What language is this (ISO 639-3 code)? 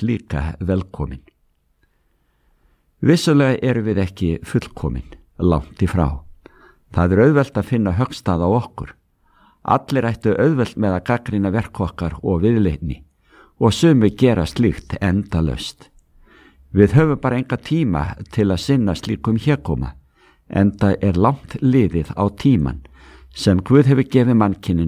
isl